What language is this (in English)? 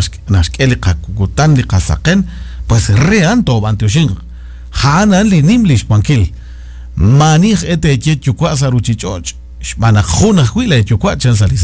Kekchí